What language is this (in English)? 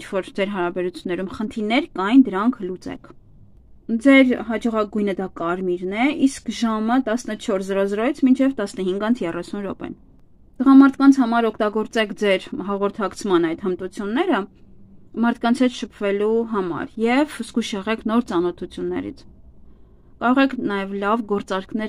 Armenian